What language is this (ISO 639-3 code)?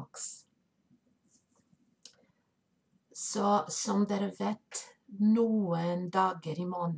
nor